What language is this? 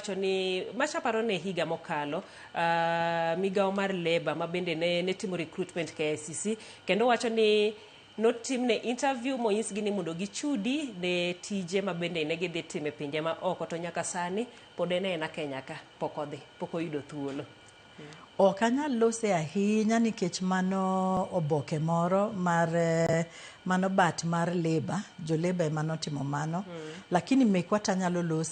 Luo (Kenya and Tanzania)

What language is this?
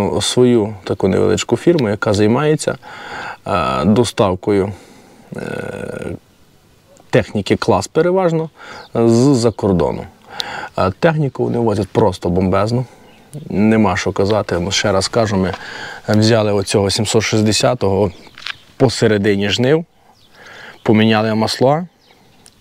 Ukrainian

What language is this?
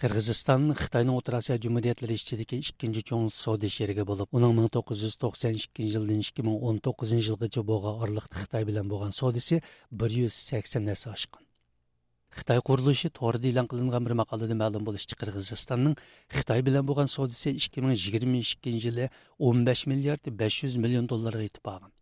Uyghur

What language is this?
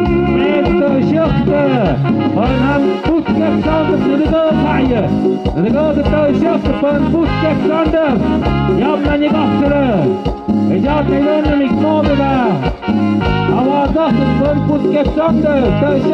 Tlahuitoltepec Mixe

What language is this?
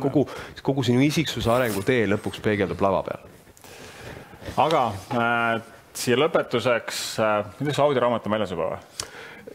Estonian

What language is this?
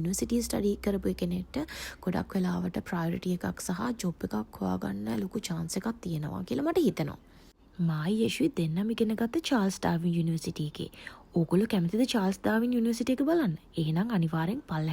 Sinhala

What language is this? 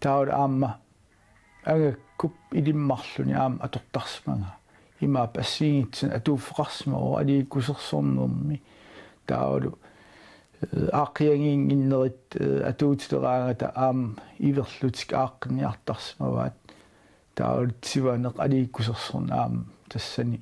Kalaallisut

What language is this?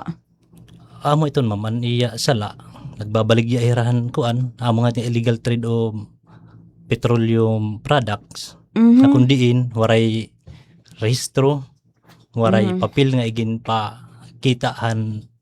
Waray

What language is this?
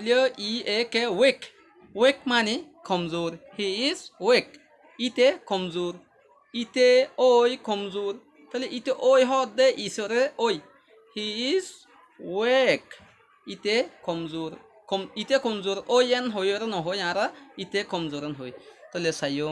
Rohingya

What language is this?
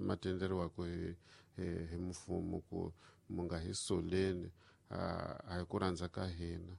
Tsonga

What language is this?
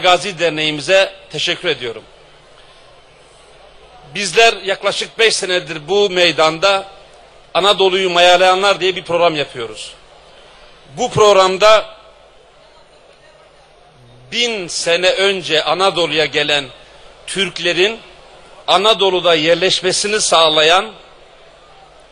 Turkish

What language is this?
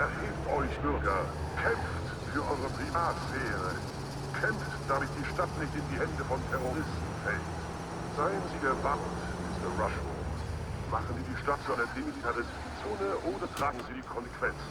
Bavarian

